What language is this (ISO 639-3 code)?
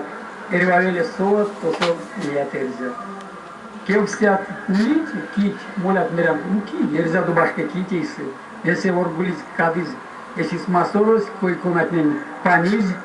myv